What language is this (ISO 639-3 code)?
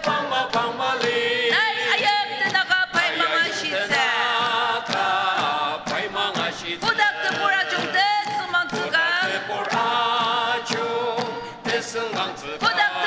njo